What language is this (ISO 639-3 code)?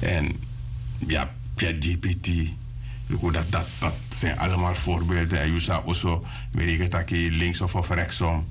srn